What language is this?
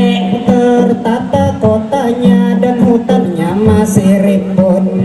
Banjar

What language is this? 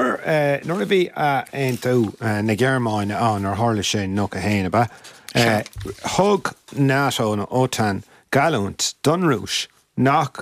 Irish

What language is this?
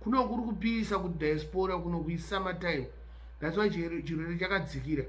Shona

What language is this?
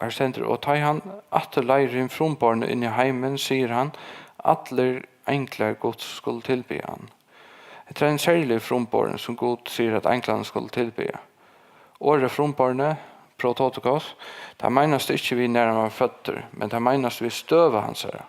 Faroese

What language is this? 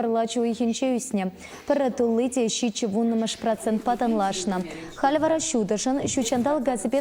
Chuvash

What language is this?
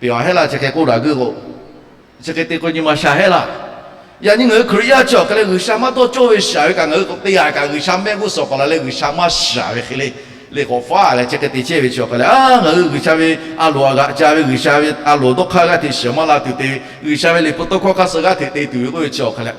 Lahu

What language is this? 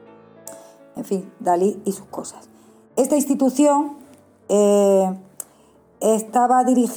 Spanish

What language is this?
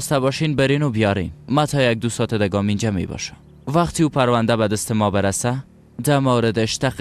Persian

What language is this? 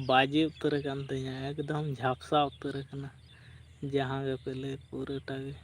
Santali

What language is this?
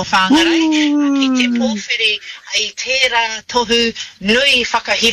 Māori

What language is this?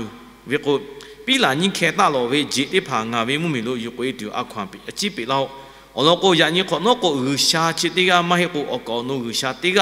Lahu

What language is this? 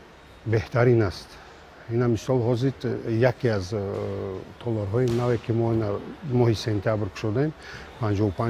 Tajik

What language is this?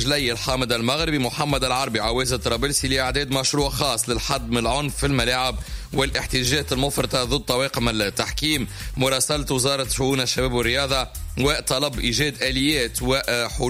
Tunisian Arabic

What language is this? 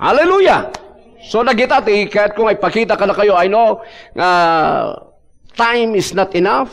Iloko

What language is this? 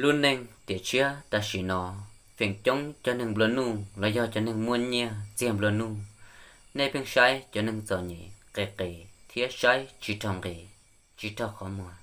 Hmong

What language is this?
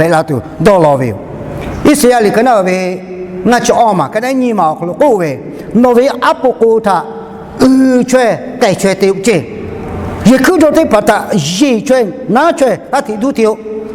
Lahu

